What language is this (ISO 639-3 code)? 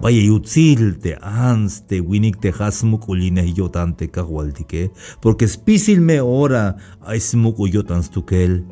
tzh